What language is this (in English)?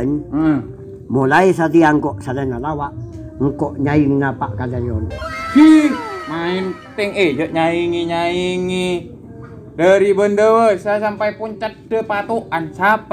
Madurese